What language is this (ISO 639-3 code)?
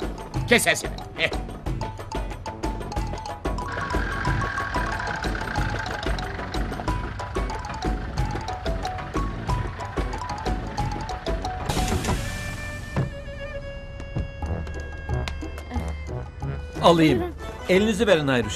tur